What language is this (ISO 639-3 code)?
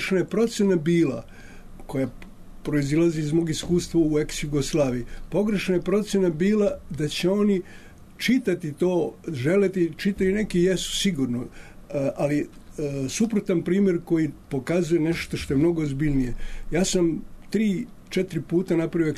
srp